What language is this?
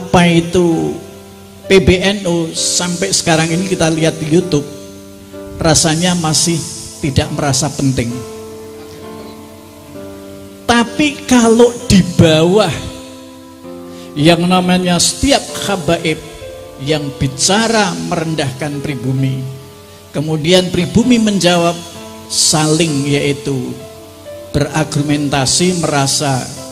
Indonesian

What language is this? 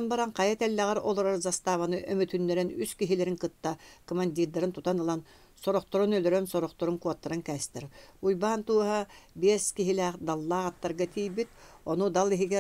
Yakut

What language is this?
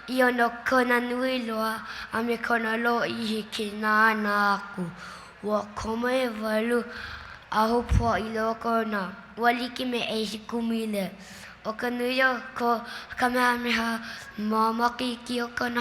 Hawaiian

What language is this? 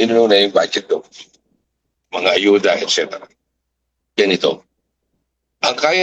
Filipino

